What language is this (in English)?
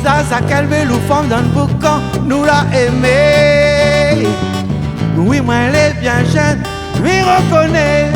Réunion Creole French